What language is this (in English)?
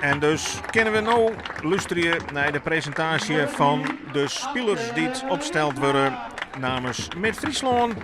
Western Frisian